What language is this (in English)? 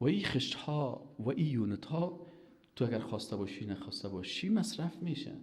Persian